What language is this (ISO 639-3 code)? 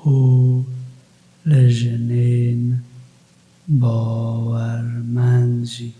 kur